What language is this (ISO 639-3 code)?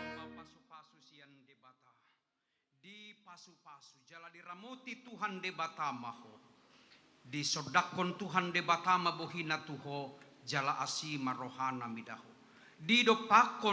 bbc